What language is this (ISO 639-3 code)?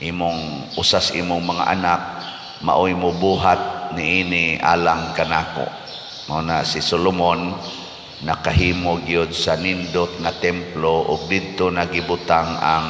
ceb